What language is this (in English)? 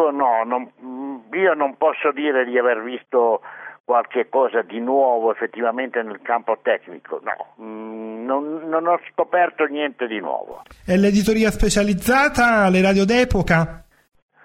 Italian